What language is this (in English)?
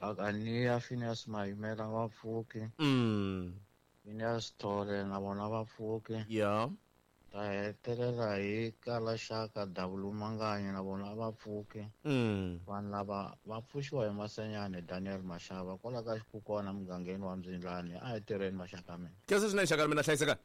Tsonga